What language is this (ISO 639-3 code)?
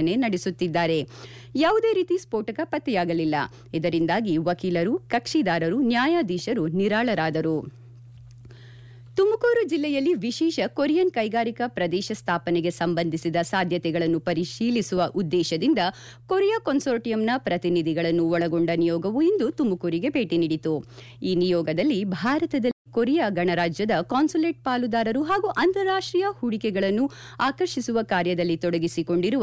kan